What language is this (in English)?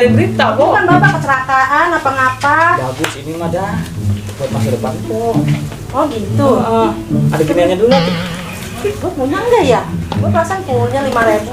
Betawi